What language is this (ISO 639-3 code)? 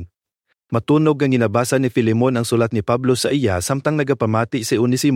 hil